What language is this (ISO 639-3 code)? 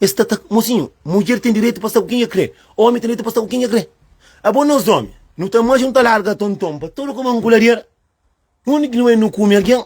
kea